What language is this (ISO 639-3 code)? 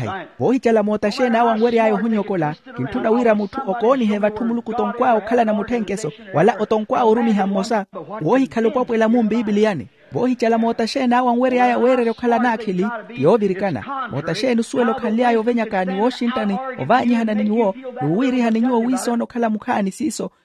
vmw